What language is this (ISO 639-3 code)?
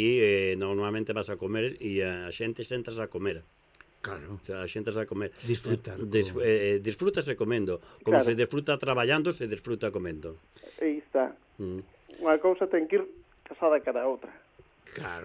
glg